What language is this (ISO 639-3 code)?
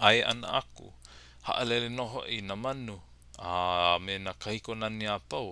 haw